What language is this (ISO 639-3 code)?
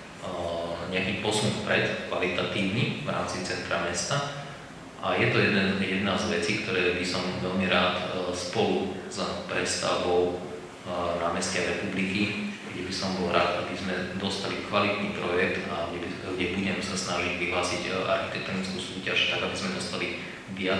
slk